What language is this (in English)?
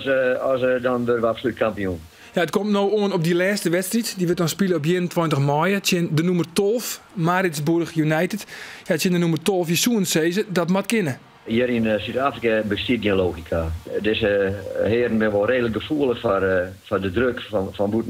Western Frisian